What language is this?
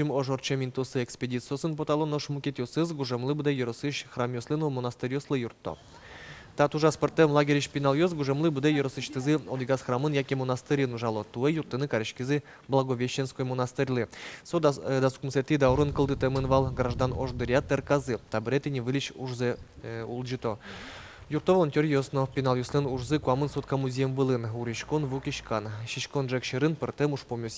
Udmurt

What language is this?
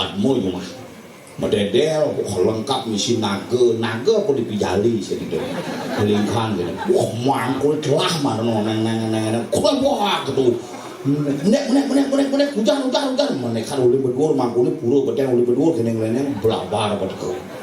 Balinese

